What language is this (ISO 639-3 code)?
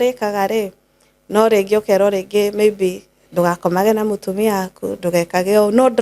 kik